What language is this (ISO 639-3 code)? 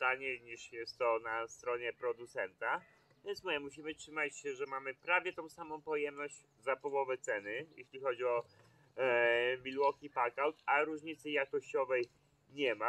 pol